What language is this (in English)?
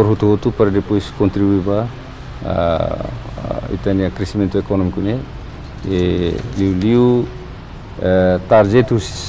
Tetum